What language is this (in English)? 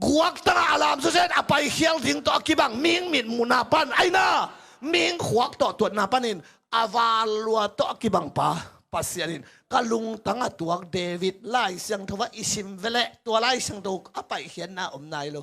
Tedim Chin